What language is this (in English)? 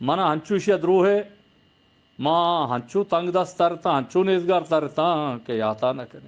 Eastern Balochi